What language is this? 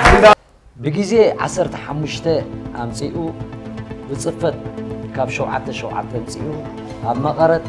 Tigrinya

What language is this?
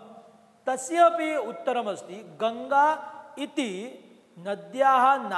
Sanskrit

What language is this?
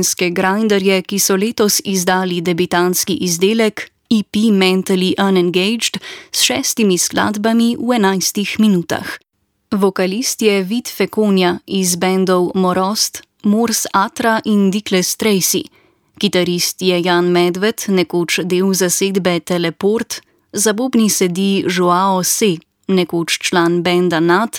Slovenian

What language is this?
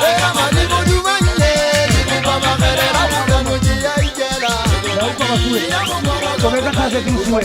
Southern Sotho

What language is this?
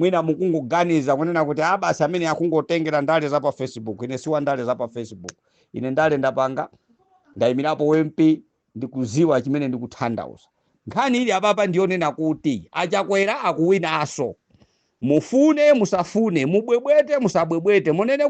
Nyanja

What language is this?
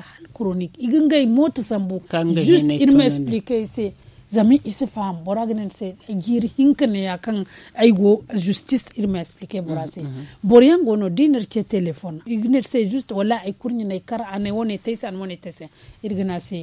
Zarma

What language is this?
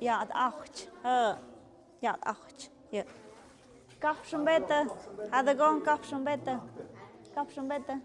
Tlahuitoltepec Mixe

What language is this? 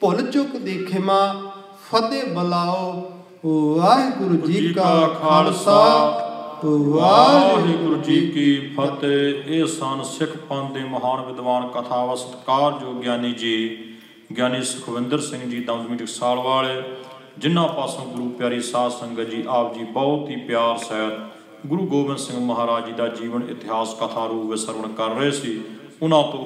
Punjabi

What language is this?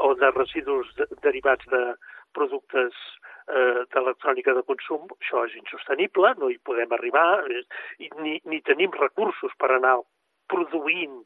Catalan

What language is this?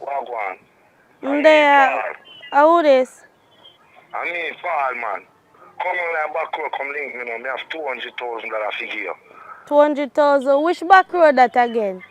Jamaican Creole English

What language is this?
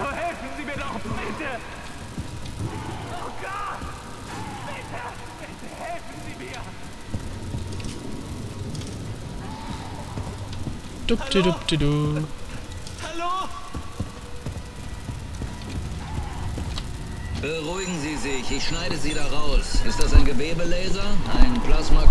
German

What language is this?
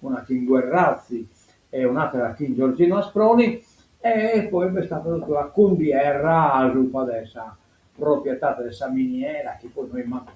Sardinian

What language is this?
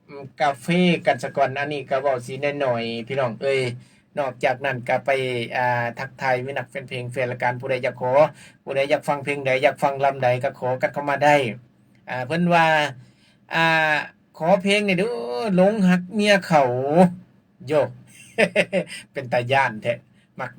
Lao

